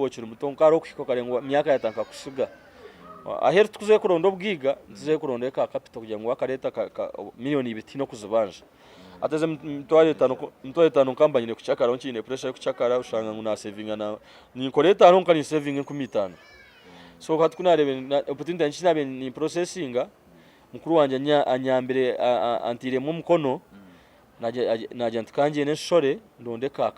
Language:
Nyankole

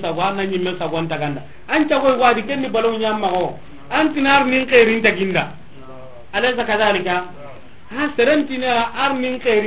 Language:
Soninke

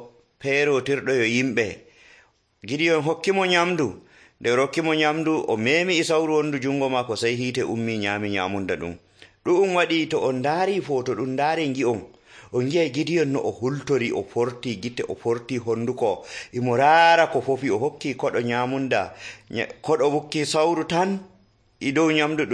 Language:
Nigerian Fulfulde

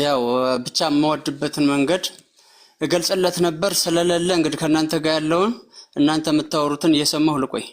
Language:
Amharic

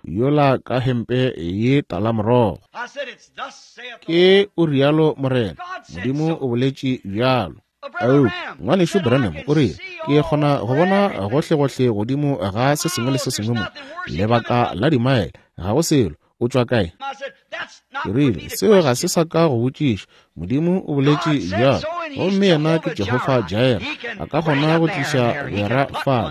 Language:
Northern Sotho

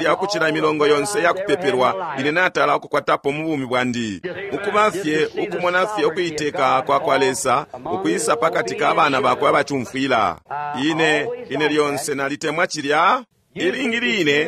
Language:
Bemba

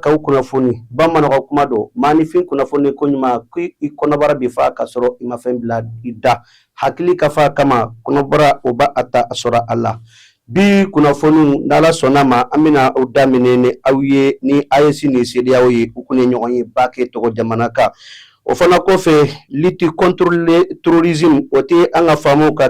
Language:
Bambara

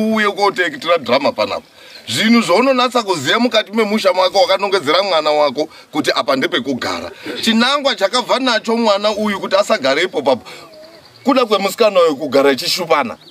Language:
Shona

